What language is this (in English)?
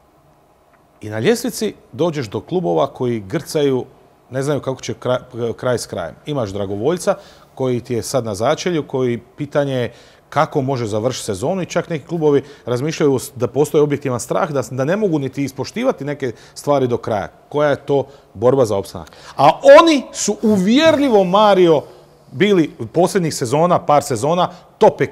Croatian